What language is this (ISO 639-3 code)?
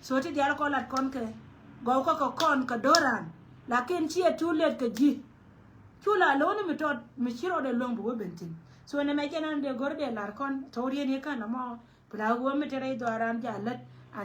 nus